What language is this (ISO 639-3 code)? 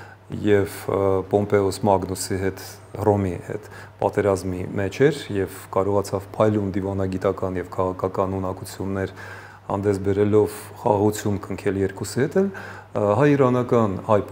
hye